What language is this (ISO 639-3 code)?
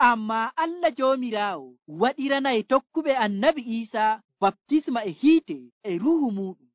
fuv